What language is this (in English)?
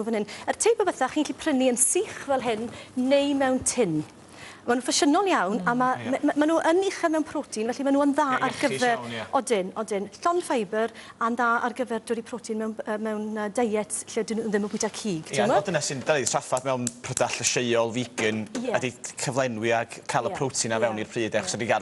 Welsh